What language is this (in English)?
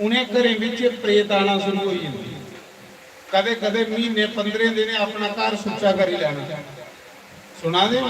Dogri